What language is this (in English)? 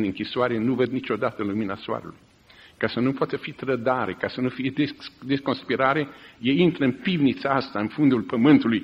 Romanian